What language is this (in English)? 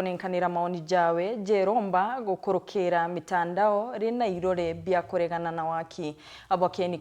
Meru